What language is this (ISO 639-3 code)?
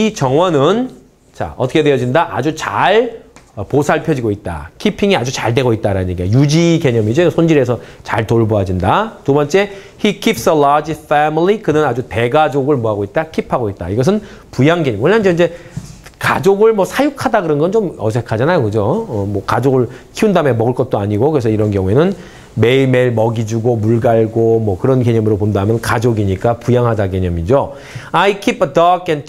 kor